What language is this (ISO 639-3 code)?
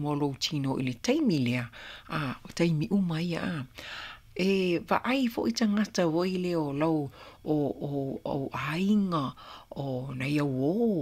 smo